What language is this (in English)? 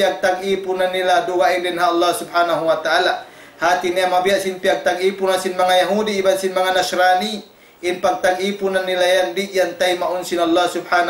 Tausug